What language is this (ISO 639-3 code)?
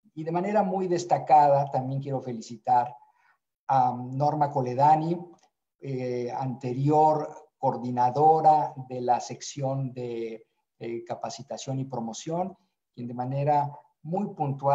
spa